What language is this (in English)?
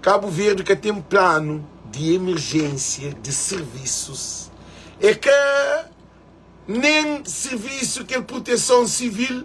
Kabuverdianu